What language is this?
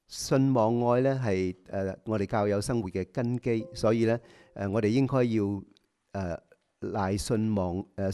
Cantonese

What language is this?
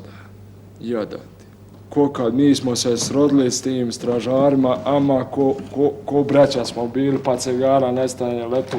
Bosnian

